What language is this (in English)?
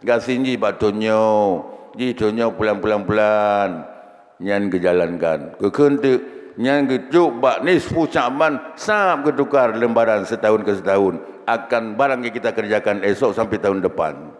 Achinese